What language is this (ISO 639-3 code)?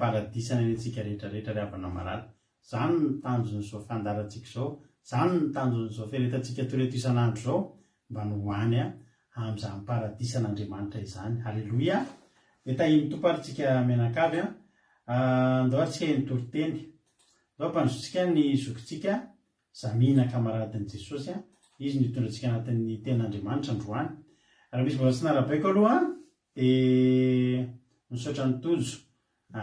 mlg